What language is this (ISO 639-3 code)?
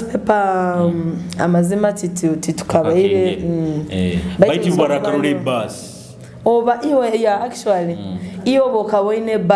nyo